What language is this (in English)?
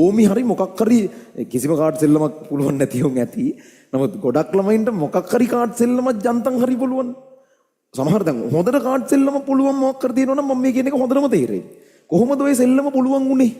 Sinhala